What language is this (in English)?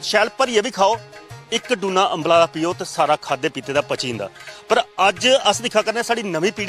Dogri